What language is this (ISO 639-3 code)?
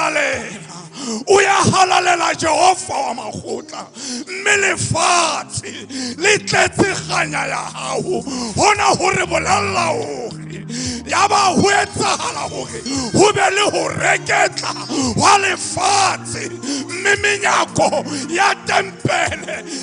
sot